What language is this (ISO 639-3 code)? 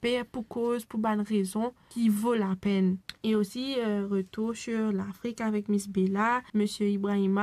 mfe